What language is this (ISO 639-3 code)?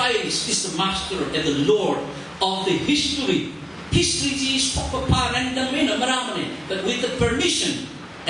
nmf